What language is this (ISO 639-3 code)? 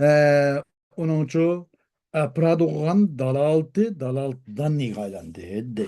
uig